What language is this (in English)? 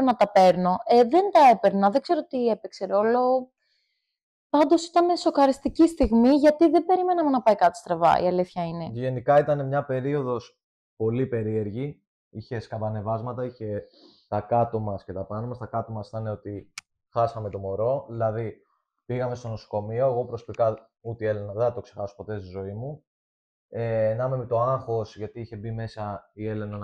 Greek